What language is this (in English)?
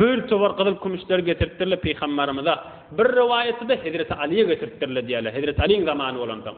Turkmen